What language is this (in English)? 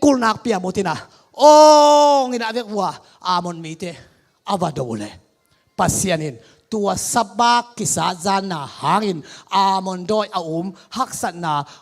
Tedim Chin